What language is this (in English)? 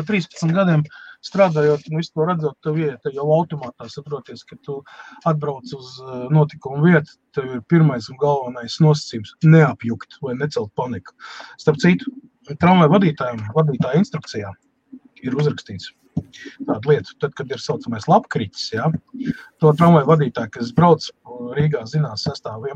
Latvian